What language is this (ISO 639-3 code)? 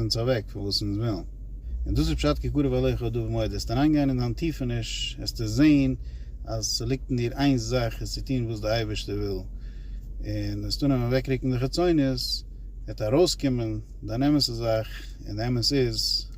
yid